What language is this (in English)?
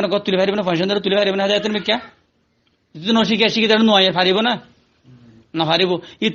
Rohingya